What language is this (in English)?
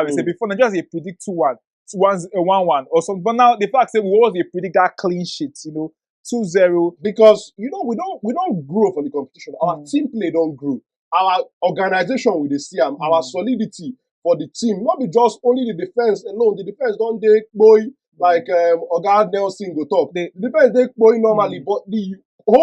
Nigerian Pidgin